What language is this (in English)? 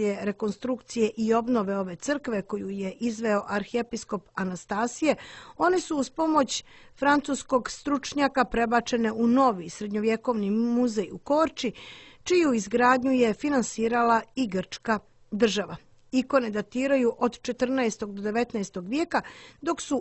Serbian